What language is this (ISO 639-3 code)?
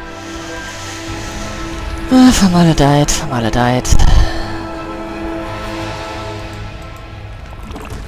deu